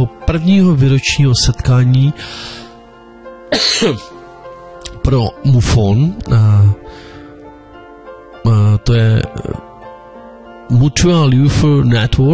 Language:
Czech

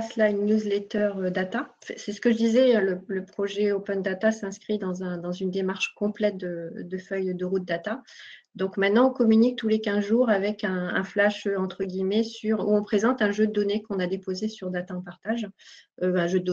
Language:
French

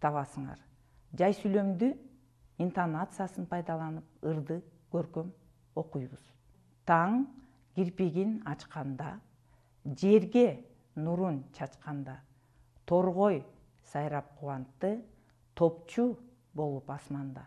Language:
Kyrgyz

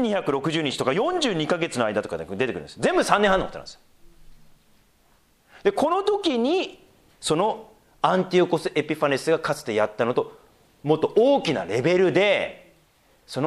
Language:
Japanese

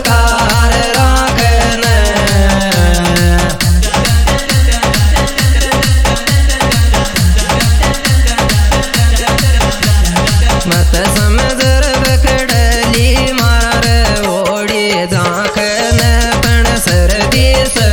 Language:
Haryanvi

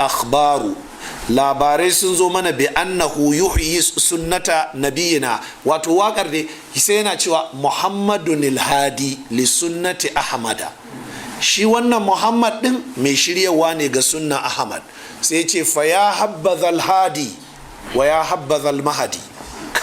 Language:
Hausa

